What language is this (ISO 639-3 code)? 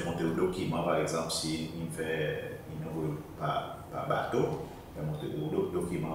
crs